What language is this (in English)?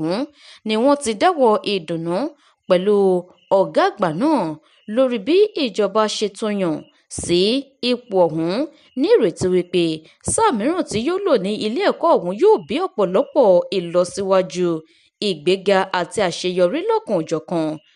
Yoruba